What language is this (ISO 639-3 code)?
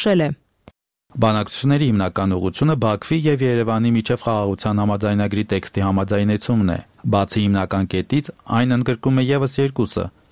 hye